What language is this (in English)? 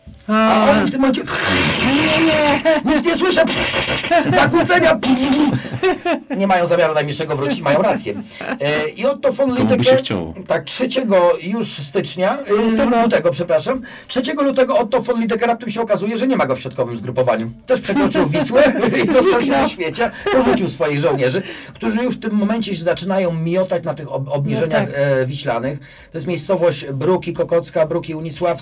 Polish